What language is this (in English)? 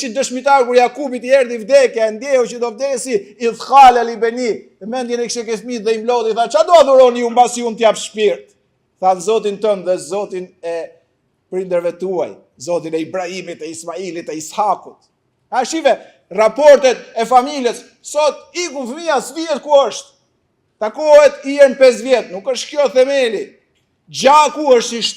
Albanian